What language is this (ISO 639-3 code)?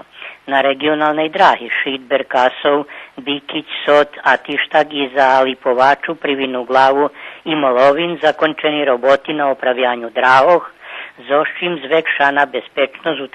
rue